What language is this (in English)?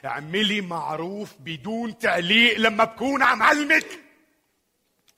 North Levantine Arabic